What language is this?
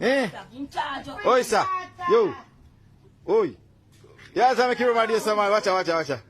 Jamaican Creole English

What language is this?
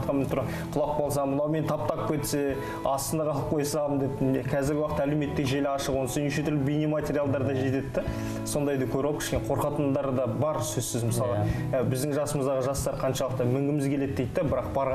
Kazakh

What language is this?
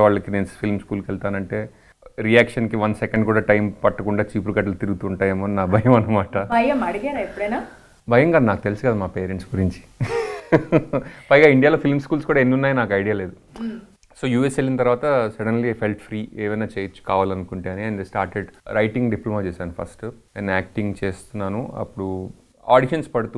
Telugu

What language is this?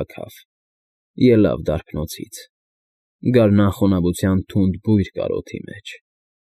Armenian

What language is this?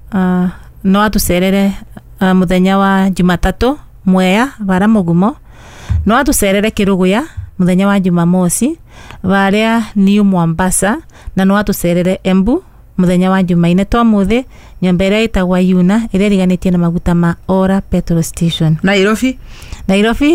Kikuyu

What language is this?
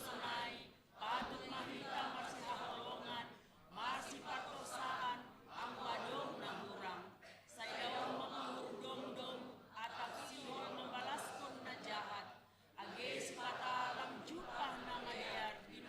Batak Simalungun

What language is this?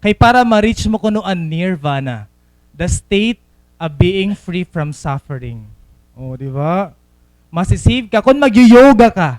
Waray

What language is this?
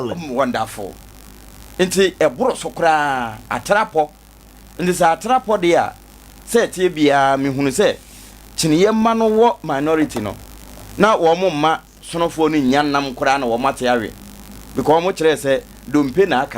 Akan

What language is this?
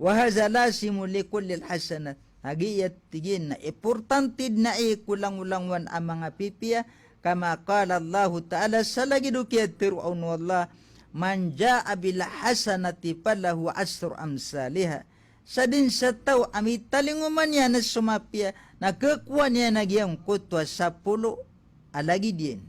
Maranao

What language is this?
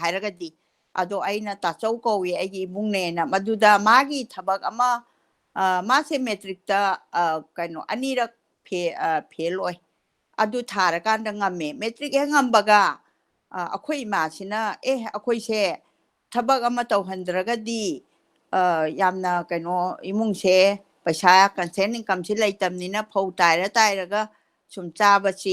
Manipuri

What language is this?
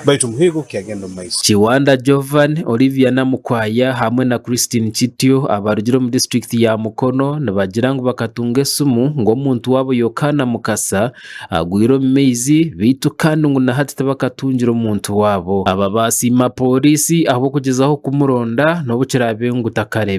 Nyankole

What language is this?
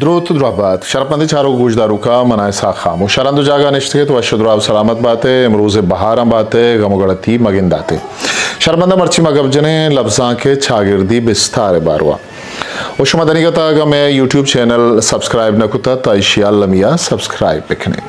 Eastern Balochi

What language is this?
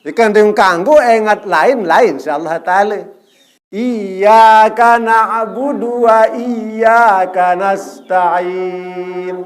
Sasak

